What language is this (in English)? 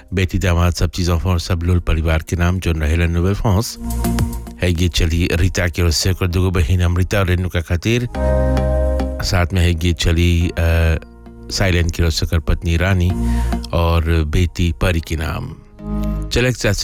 Bhojpuri